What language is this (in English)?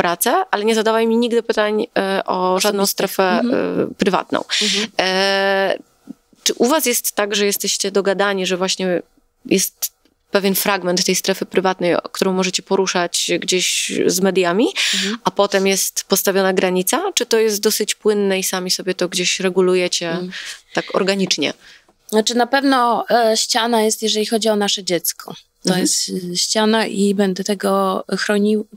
Polish